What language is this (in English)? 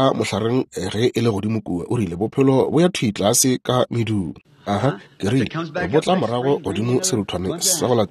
Northern Sotho